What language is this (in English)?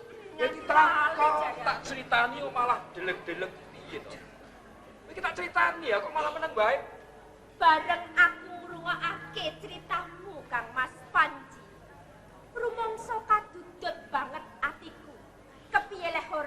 Javanese